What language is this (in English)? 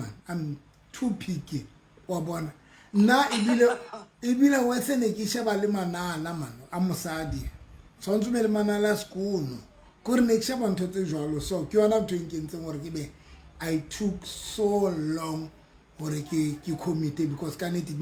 Southern Sotho